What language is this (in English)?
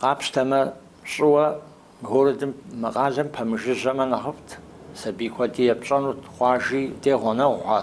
Kabardian